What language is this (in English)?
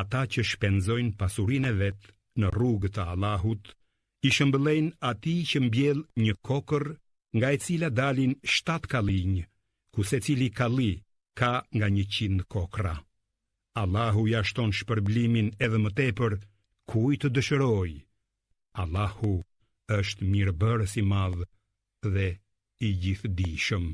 Albanian